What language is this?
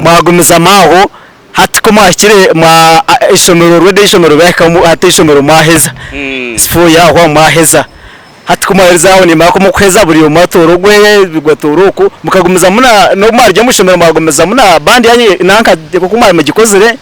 Nyankole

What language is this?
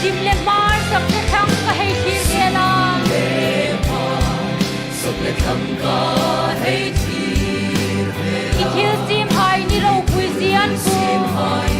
Hmar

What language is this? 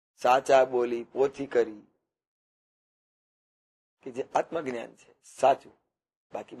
Gujarati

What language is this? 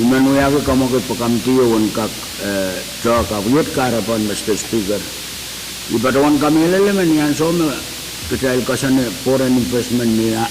Pohnpeian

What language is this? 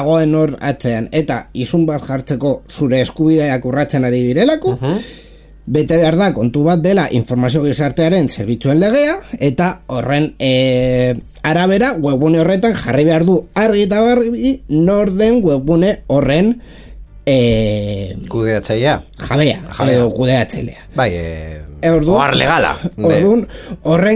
Basque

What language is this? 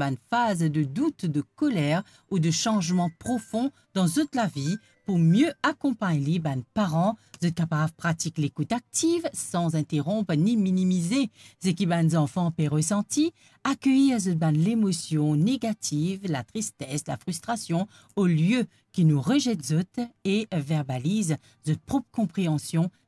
Morisyen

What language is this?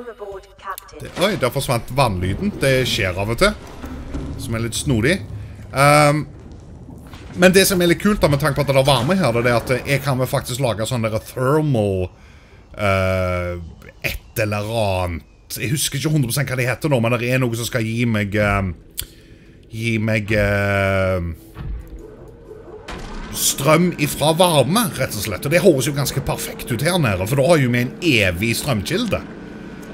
Norwegian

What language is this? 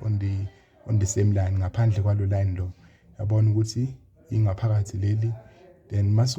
Zulu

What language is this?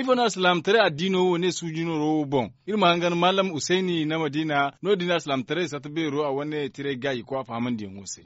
Zarma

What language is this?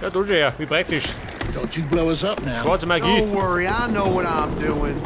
Bavarian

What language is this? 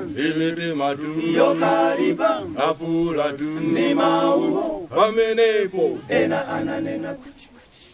Nyanja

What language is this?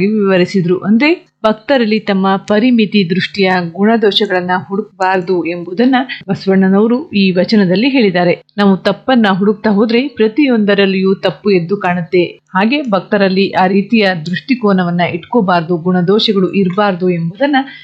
Kannada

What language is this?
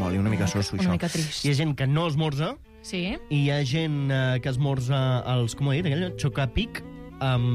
Catalan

